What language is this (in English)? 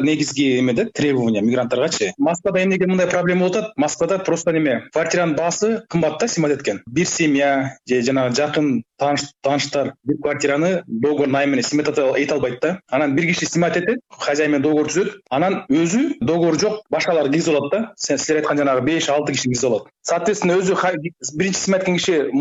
Kyrgyz